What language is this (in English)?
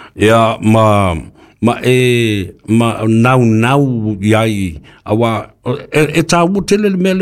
Samoan